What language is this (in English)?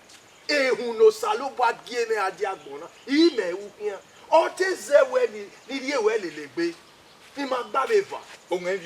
Bini